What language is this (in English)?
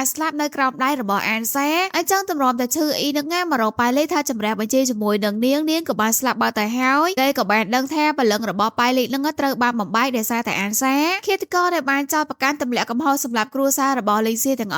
Khmer